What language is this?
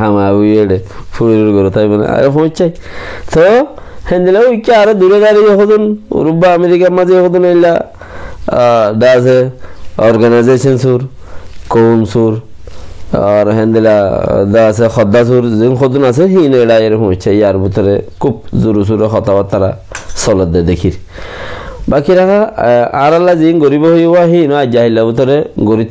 Rohingya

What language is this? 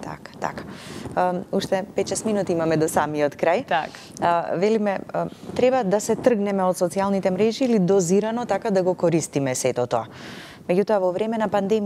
Macedonian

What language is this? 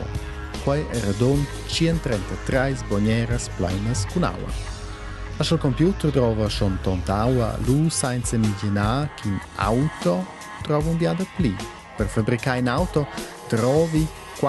Romansh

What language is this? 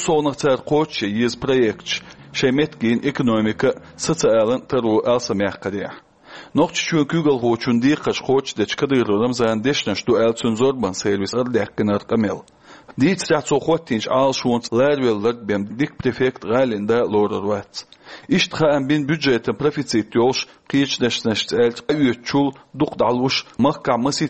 Chechen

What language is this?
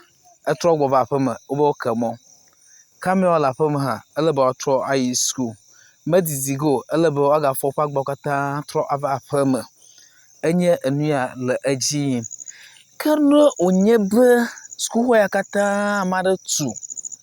Ewe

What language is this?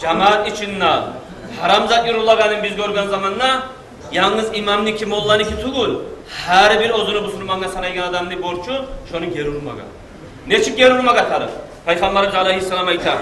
Kumyk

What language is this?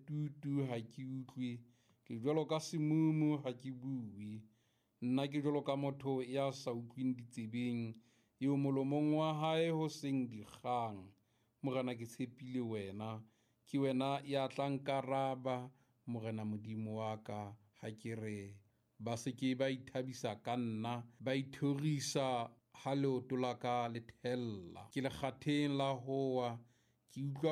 Southern Sotho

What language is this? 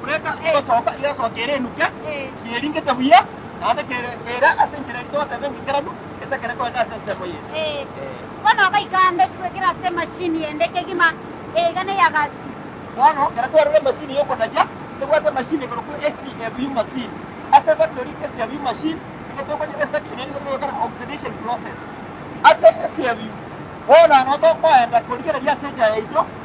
Gusii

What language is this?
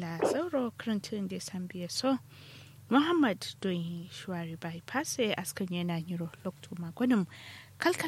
Kanuri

